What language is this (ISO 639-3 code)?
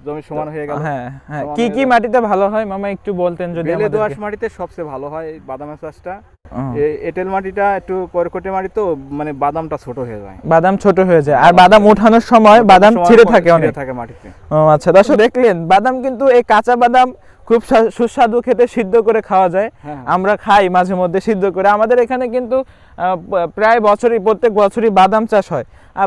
ben